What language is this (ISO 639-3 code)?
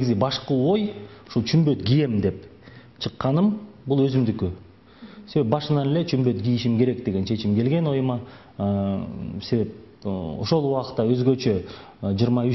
kir